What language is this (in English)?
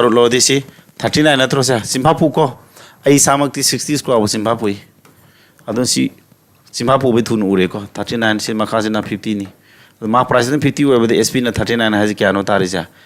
Manipuri